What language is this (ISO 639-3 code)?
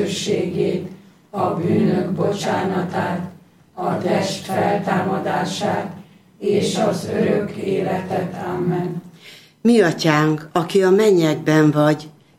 hun